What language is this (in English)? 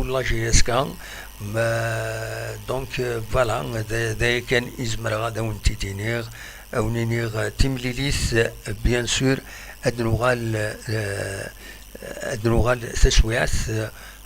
Kabyle